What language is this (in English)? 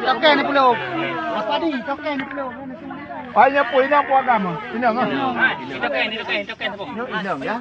Achinese